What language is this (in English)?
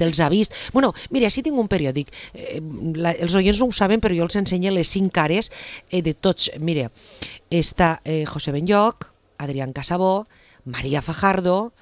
Catalan